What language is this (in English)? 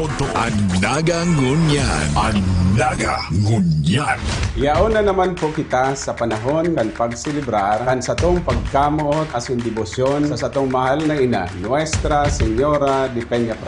Bikol